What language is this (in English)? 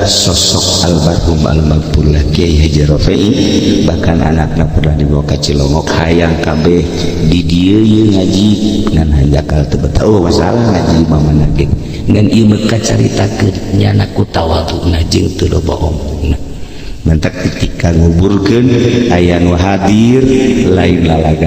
Sundanese